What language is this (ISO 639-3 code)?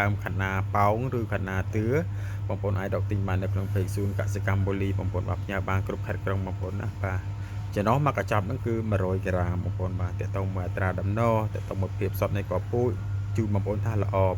khm